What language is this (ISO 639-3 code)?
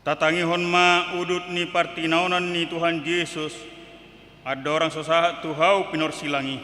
bbc